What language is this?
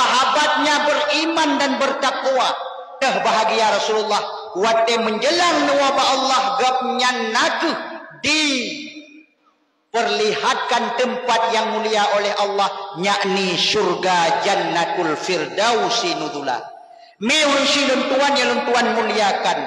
Achinese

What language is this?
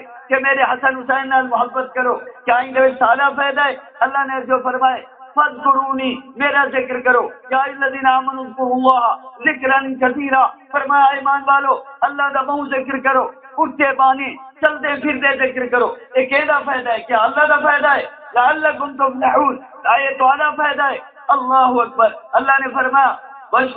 Saraiki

